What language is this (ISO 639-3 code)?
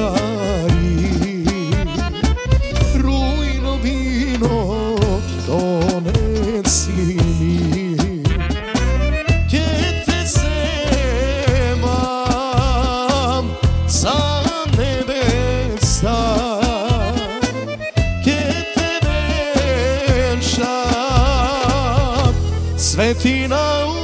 mkd